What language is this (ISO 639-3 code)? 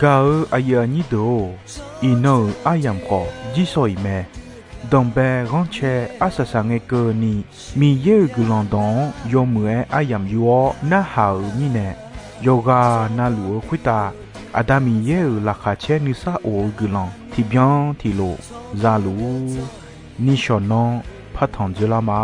ahk